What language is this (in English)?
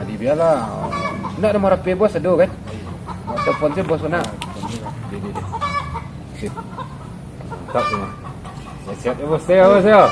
Minangkabau